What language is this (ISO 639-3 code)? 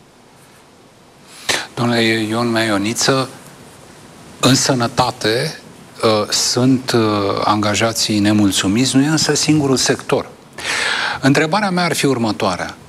ron